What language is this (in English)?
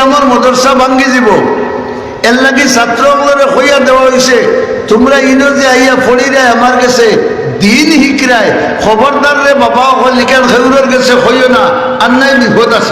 Sylheti